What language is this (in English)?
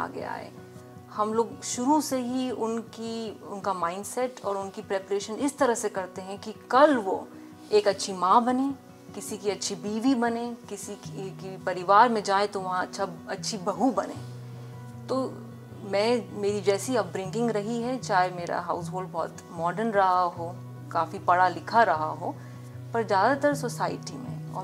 Hindi